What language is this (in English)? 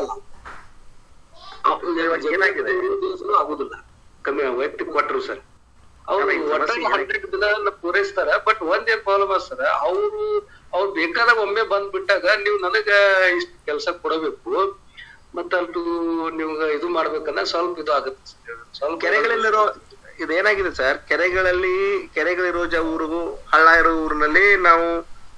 Kannada